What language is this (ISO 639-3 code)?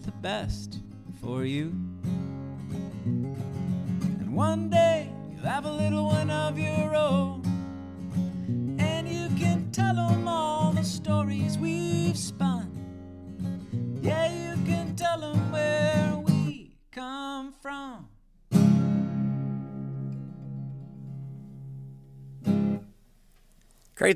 eng